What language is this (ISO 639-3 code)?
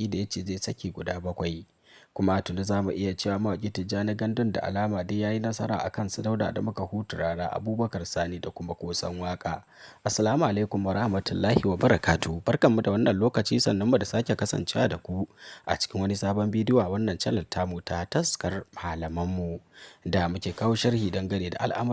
hau